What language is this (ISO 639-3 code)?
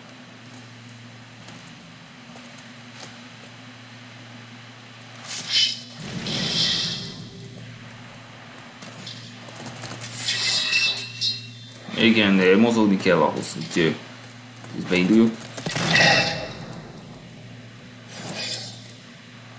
hun